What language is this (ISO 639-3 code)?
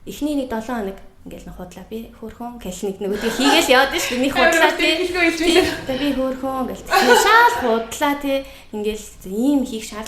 mon